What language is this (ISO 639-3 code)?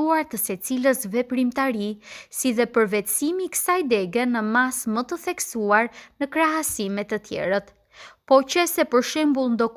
sqi